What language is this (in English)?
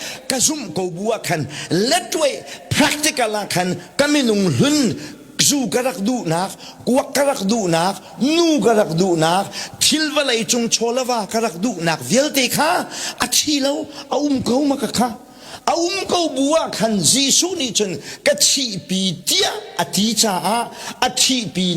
Hakha Chin